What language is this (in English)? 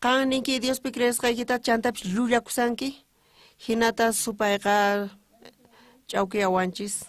South Bolivian Quechua